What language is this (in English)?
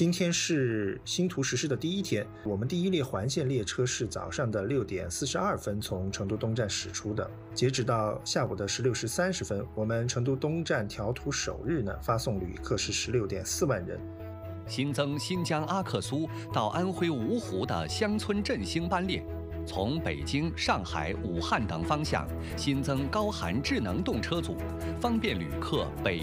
Chinese